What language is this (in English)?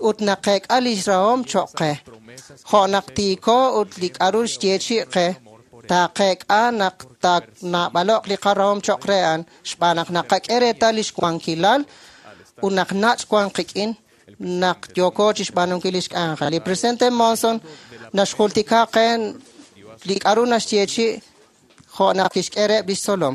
Kekchí